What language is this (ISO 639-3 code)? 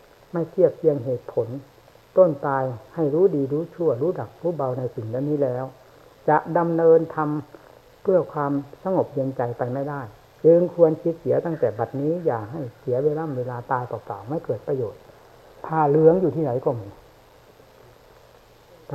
tha